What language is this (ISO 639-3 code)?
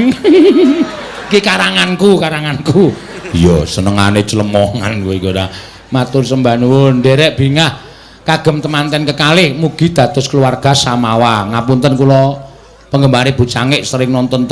jav